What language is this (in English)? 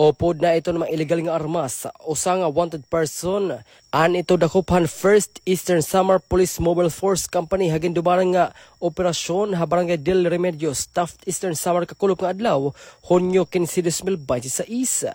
Waray